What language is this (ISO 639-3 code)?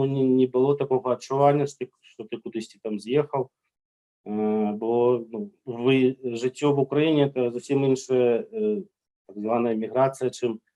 bel